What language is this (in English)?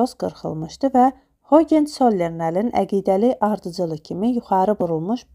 Azerbaijani